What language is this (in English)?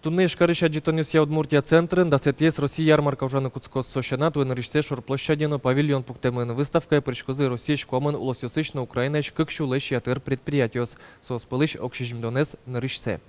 Udmurt